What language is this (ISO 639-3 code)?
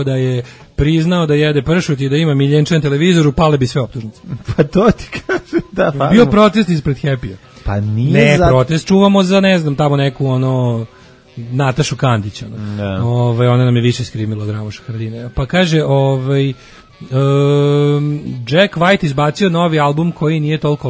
srp